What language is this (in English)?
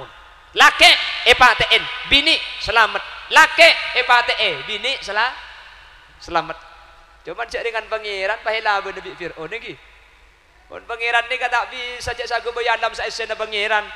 Madurese